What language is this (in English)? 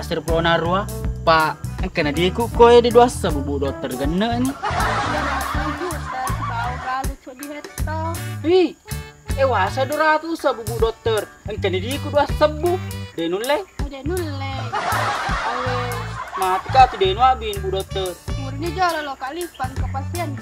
Buginese